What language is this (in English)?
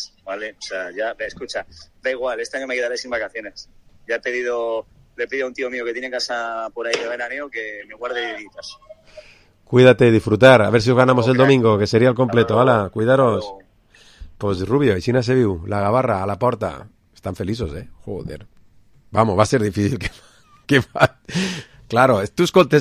Catalan